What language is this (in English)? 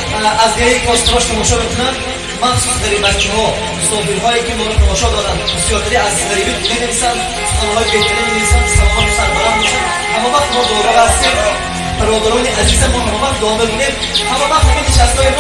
Tajik